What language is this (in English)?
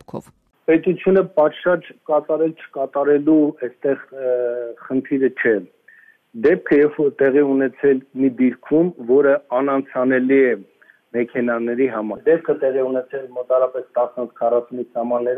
Armenian